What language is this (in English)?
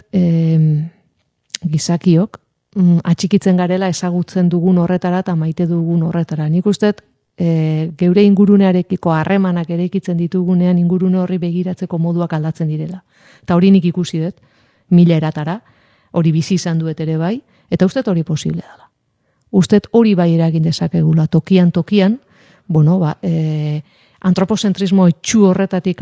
Basque